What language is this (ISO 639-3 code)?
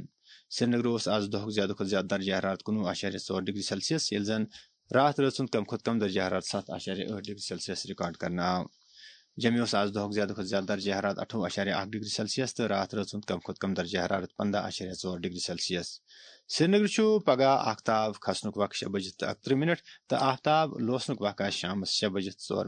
kas